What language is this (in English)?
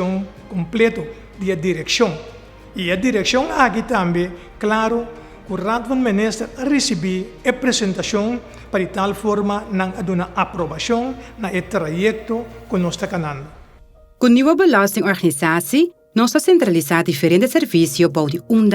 Papiamento